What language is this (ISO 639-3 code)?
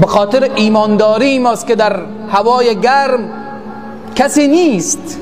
fas